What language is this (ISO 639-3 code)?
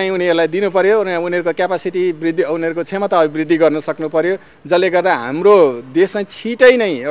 nep